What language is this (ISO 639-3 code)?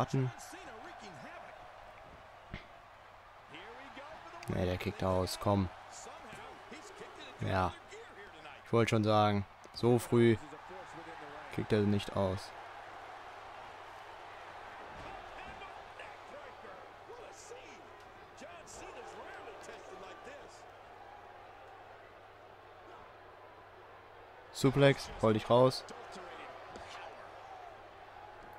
deu